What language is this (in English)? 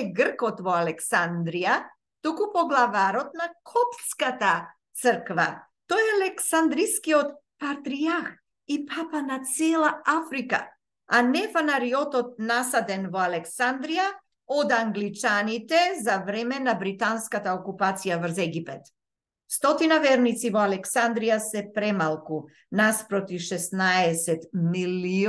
Macedonian